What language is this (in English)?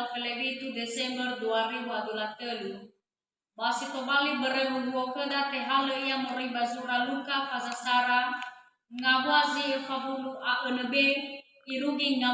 Nias